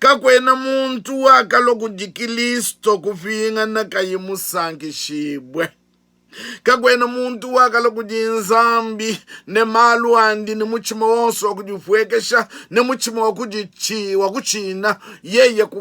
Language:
Luba-Lulua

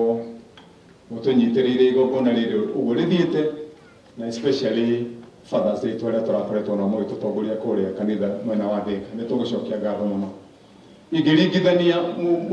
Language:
Kikuyu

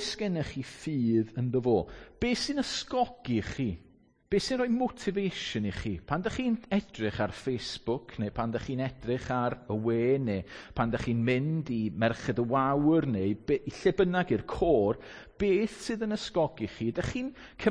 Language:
Welsh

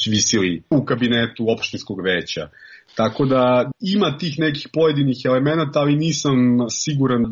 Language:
Serbian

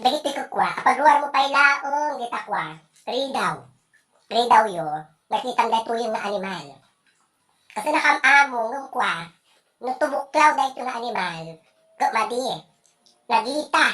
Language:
Iloko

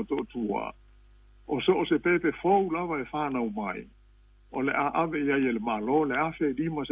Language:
Samoan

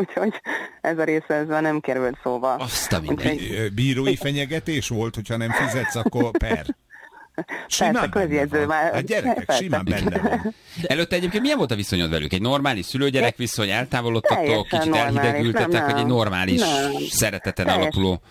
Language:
Hungarian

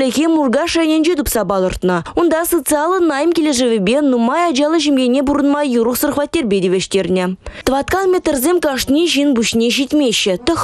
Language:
Chuvash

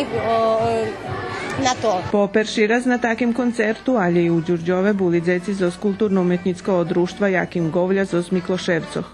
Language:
Rusyn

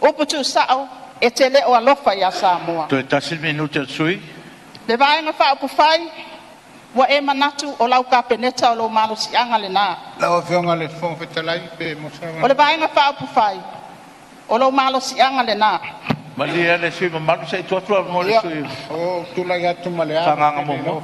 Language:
Samoan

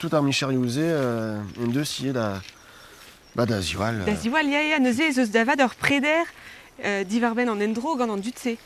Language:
Breton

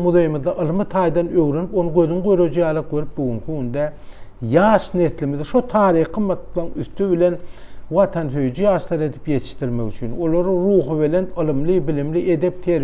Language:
Turkmen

